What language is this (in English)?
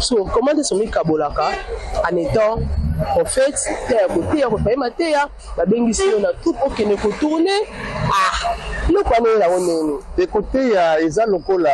Lingala